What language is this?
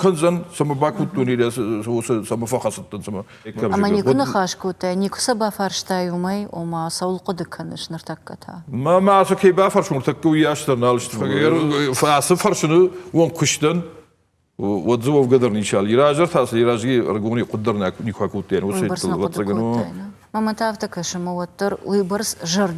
Ossetic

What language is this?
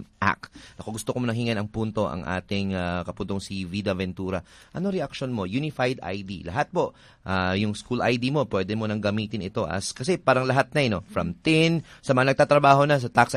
Filipino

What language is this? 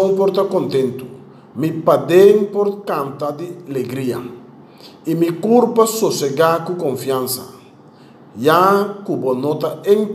Papiamento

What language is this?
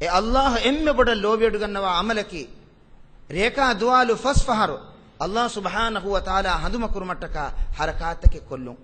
Divehi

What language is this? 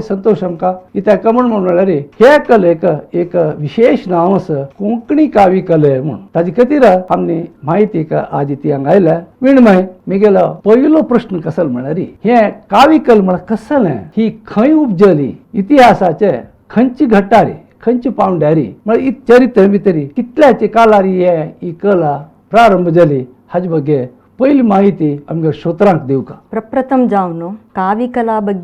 Konkani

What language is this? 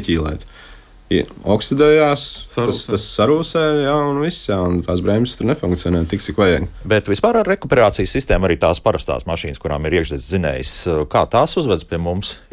Latvian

